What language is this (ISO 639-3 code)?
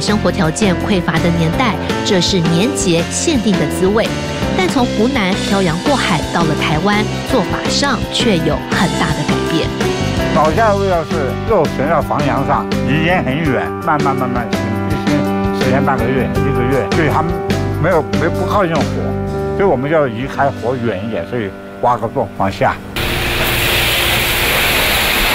zho